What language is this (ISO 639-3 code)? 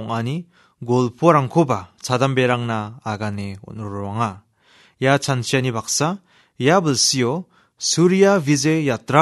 grt